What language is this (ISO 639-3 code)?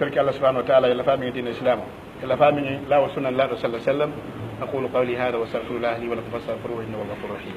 fuf